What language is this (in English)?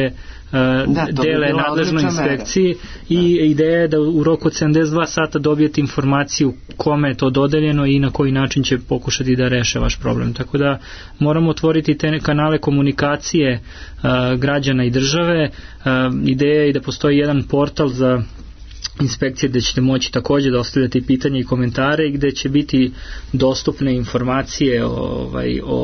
Serbian